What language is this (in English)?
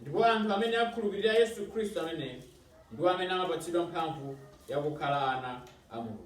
Nyanja